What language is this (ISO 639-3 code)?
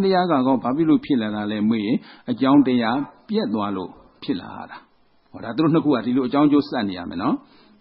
mya